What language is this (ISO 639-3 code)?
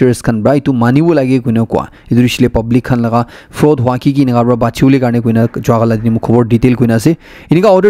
nag